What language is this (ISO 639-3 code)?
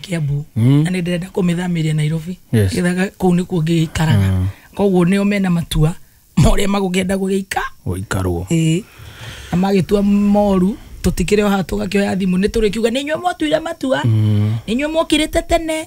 kik